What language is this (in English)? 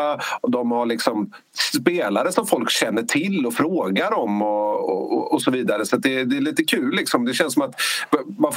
Swedish